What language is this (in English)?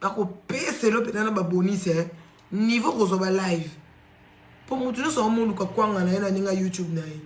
Lingala